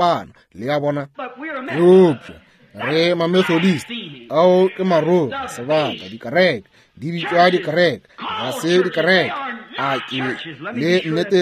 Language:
Northern Sotho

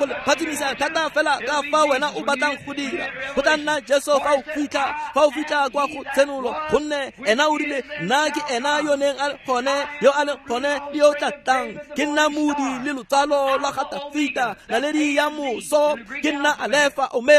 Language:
Tswana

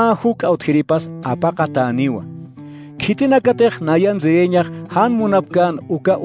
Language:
Aymara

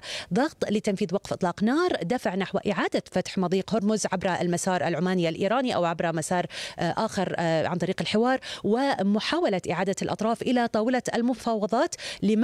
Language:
Arabic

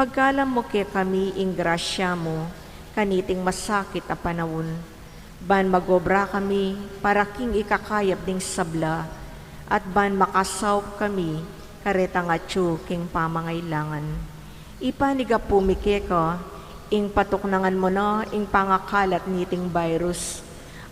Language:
Pampanga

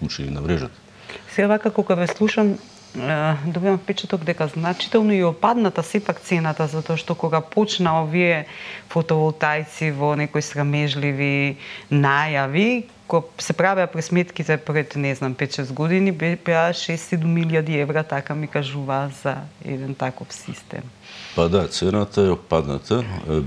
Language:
Macedonian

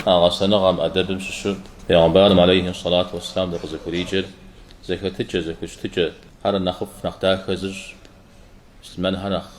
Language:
Kabardian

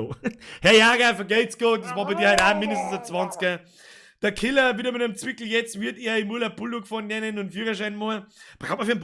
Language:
Bavarian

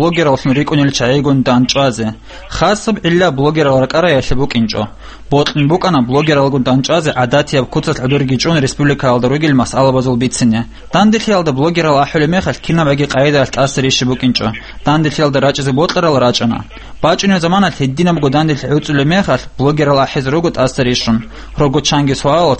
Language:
Avaric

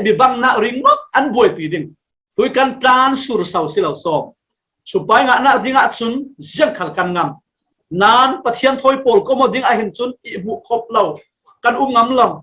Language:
Falam Chin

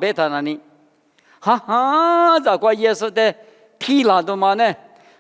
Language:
Lisu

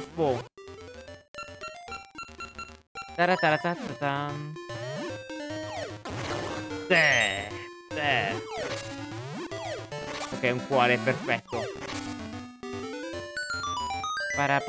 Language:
Italian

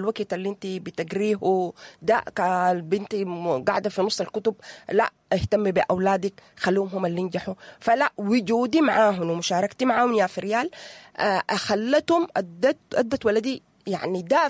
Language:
Sudanese Arabic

